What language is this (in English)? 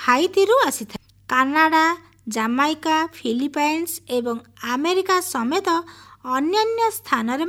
Odia